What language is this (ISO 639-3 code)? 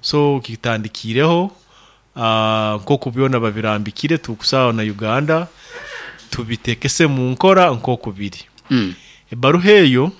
nyo